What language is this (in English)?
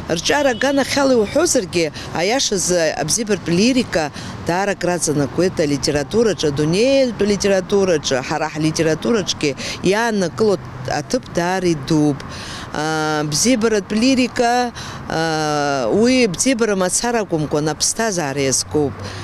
Abkhazian